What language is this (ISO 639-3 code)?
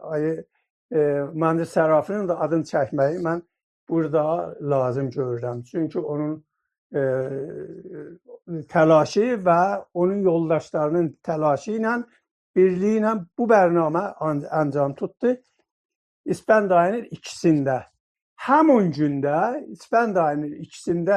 azb